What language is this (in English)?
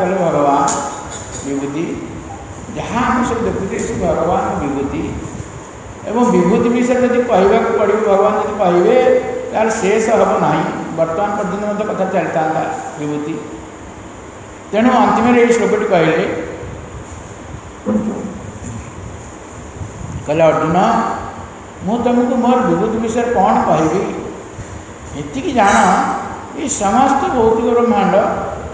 Odia